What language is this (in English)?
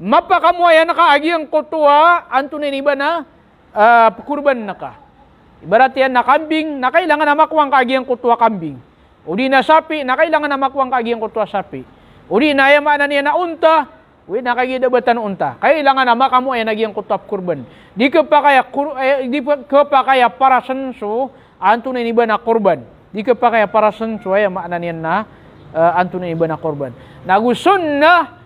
Maranao